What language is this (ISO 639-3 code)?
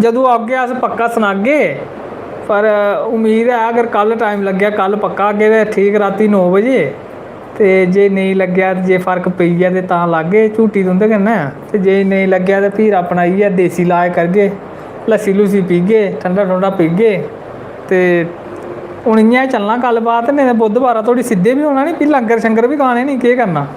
doi